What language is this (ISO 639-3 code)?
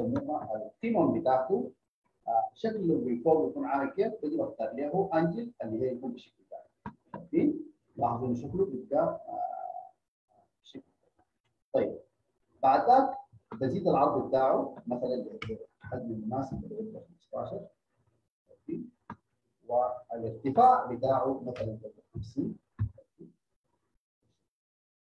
apd